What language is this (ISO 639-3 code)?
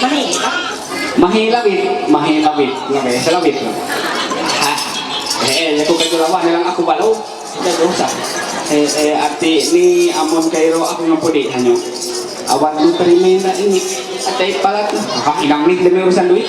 mhy